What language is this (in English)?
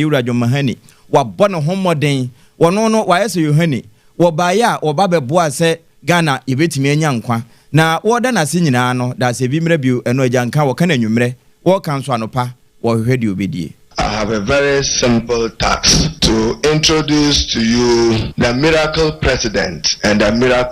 Akan